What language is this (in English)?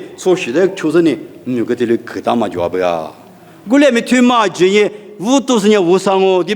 Lisu